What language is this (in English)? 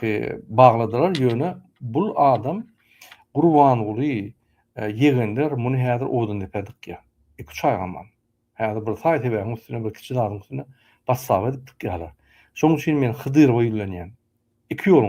Turkmen